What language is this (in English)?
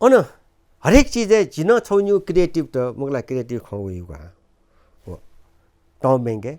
Newari